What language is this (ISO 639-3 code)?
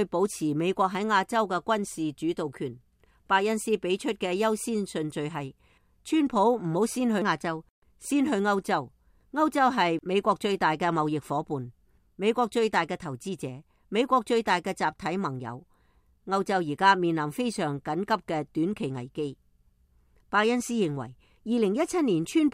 yue